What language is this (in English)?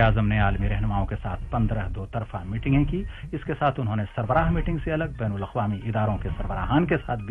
Urdu